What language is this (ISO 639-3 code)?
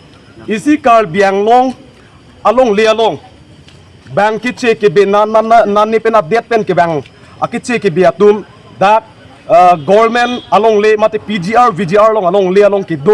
mjw